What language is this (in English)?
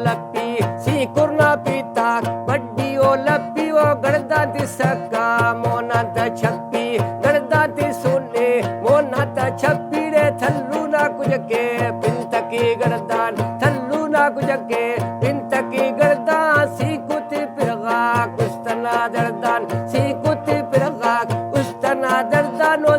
Brahui